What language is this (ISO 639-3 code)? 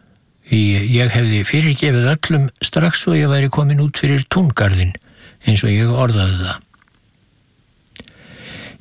isl